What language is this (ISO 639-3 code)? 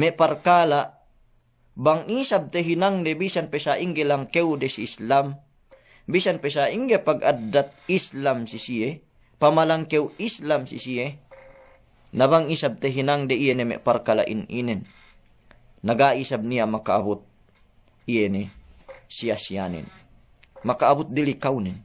yka